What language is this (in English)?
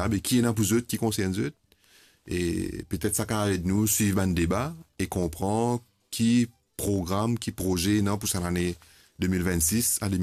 Morisyen